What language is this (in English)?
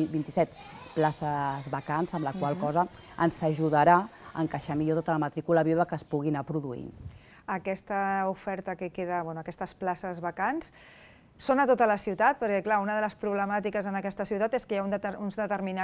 Catalan